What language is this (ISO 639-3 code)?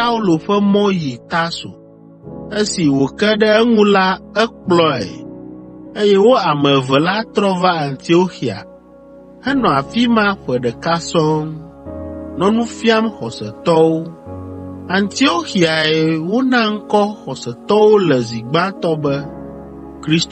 ewe